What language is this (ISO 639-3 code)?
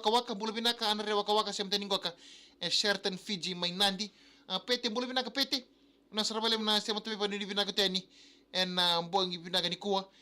fij